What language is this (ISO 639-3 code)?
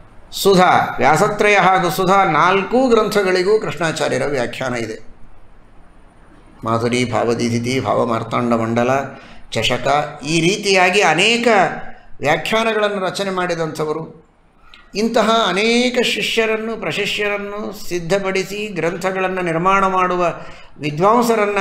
kan